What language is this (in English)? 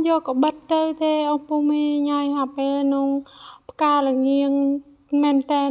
Khmer